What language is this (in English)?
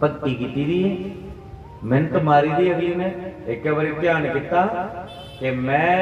Dogri